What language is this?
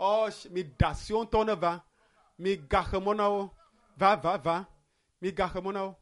Ewe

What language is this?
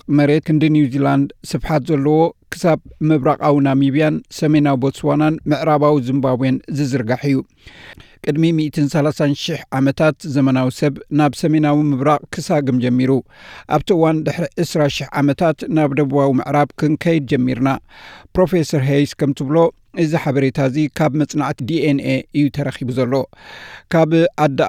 Tigrinya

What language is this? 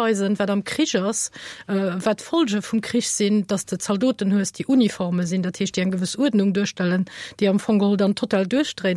Luxembourgish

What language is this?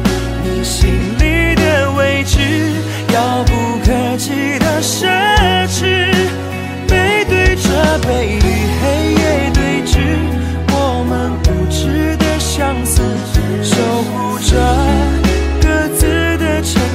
Chinese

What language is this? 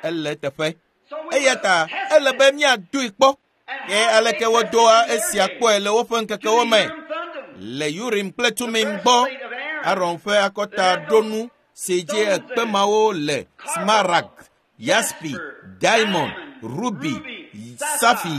Ewe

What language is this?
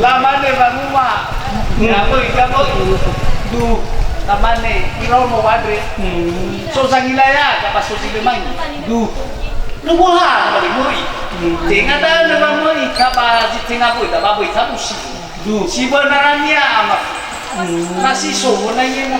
Nias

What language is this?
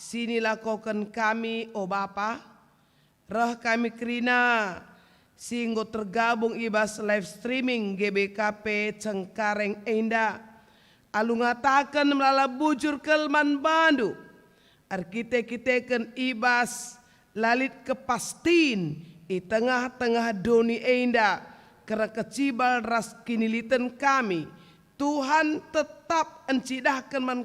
Batak Karo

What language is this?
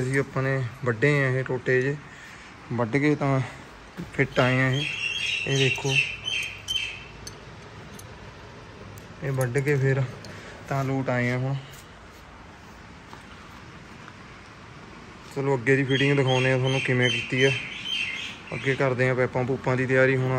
Punjabi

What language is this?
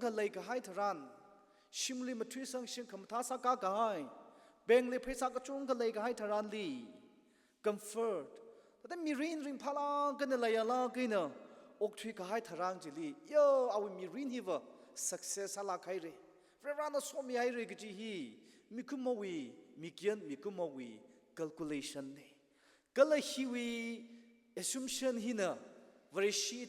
Tangkhul Naga (India)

